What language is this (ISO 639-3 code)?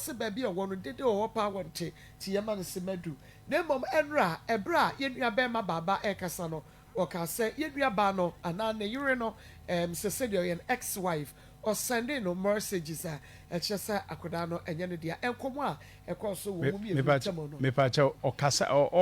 aka